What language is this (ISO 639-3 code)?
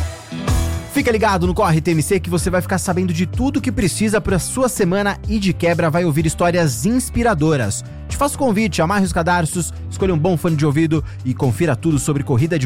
por